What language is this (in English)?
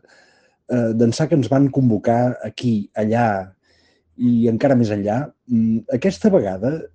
Catalan